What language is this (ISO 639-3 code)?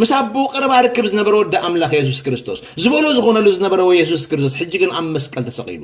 tir